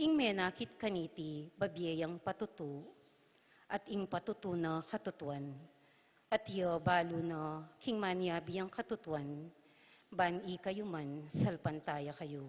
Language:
Pampanga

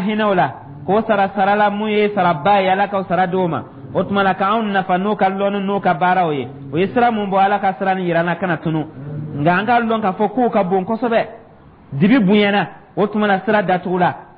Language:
Dyula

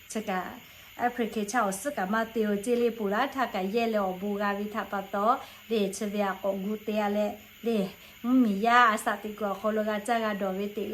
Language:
Lahu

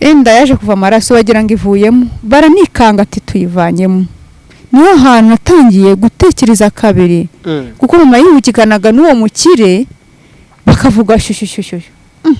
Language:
Kinyarwanda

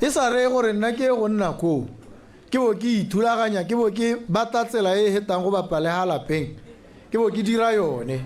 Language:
Tswana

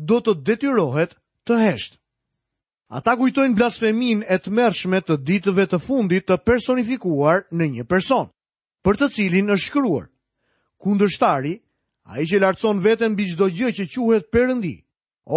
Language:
Albanian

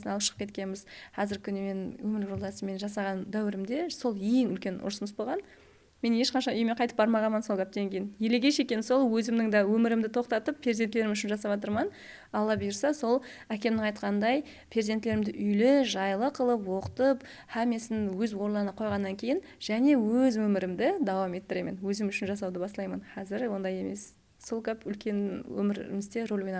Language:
Kara-Kalpak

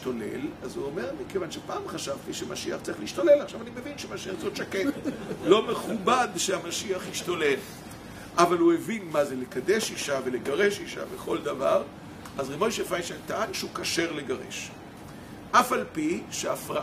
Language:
Hebrew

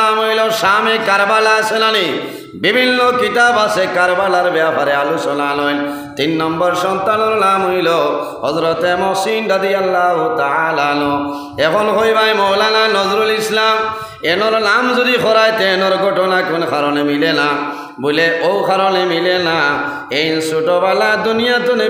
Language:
Sylheti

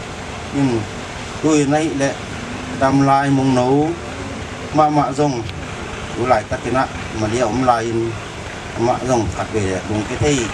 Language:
Tedim Chin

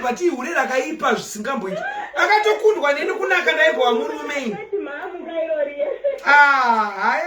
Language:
Shona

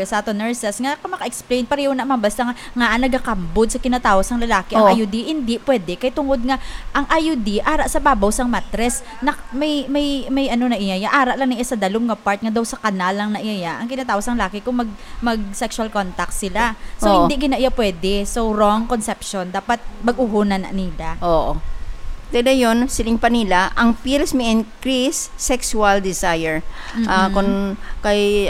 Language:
Hiligaynon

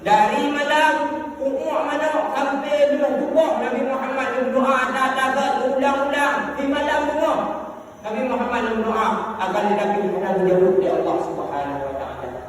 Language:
Achinese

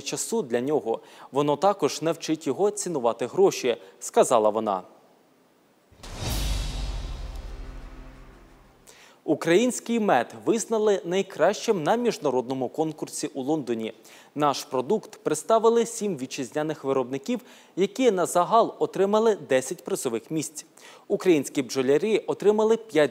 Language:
Ukrainian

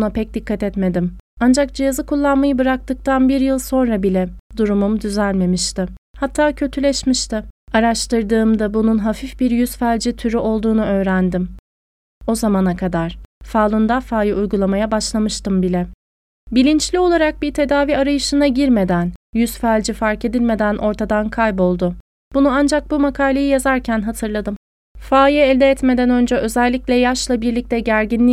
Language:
Turkish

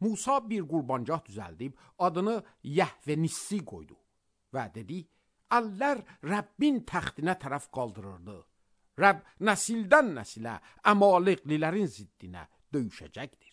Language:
Azerbaijani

